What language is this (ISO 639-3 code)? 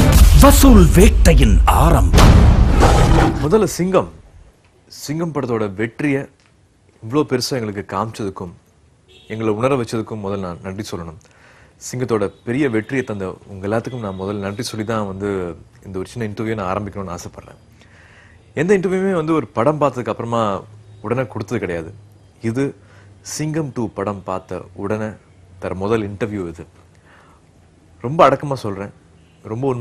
tam